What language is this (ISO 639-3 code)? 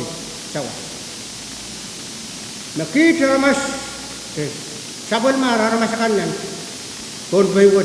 pon